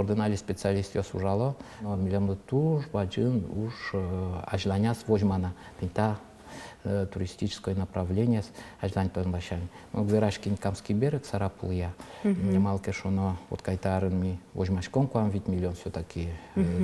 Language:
Udmurt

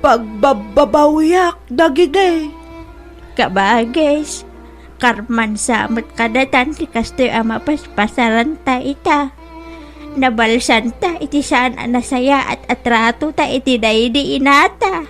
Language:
Iloko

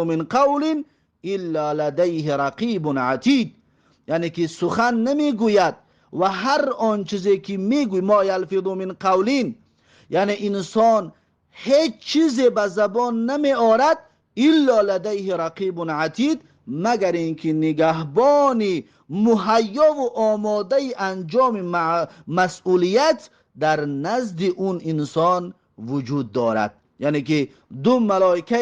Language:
Tajik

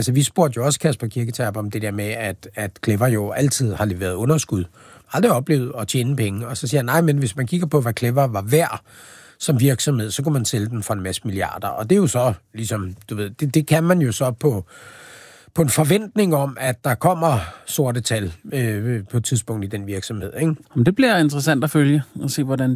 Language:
Danish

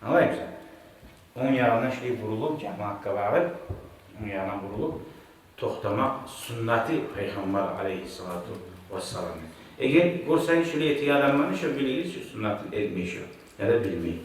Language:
Kumyk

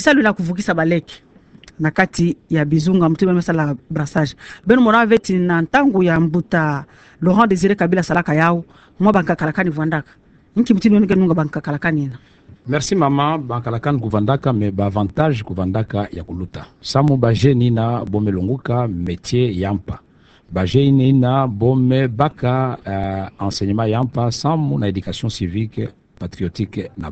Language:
Kituba (Democratic Republic of Congo)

